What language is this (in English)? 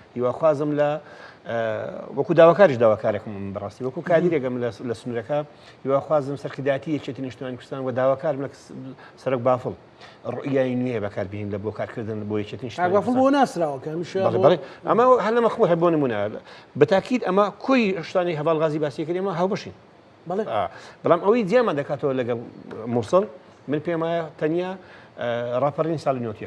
Central Kurdish